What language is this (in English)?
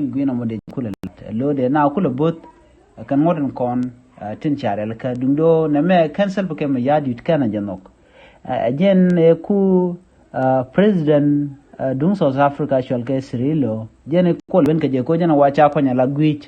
Nuer